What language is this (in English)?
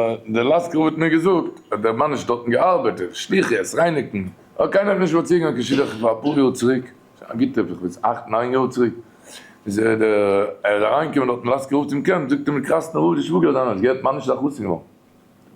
Yiddish